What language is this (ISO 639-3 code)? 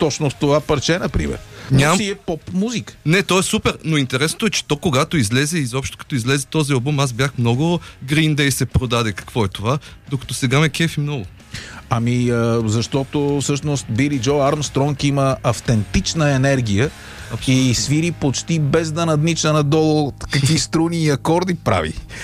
bul